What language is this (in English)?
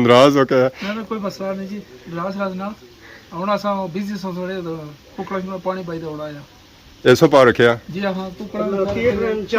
Pahari-Potwari